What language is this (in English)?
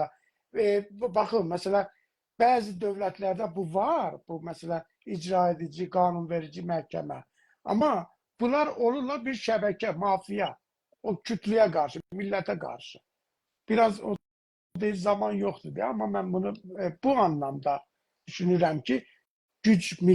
South Azerbaijani